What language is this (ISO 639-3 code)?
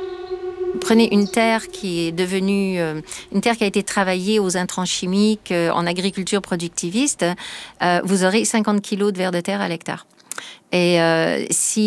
fra